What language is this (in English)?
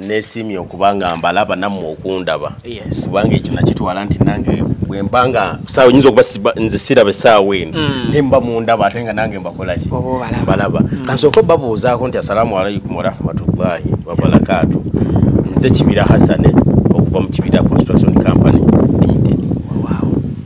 Ganda